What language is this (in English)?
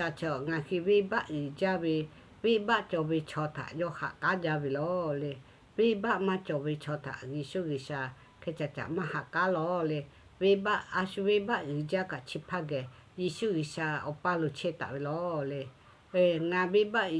Lahu